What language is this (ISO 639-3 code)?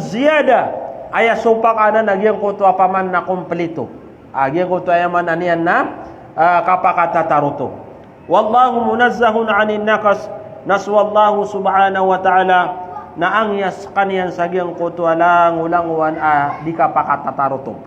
mrw